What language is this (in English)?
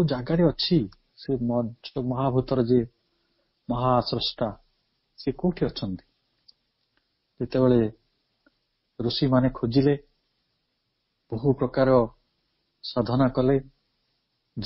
Odia